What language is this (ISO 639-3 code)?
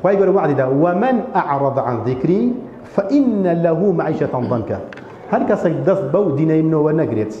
ckb